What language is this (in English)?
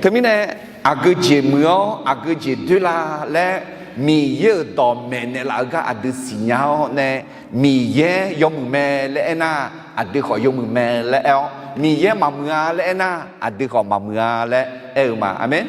Akha